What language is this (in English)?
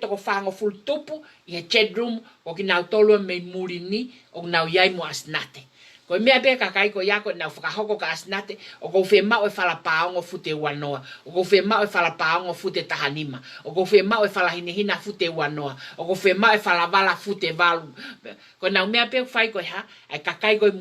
Tongan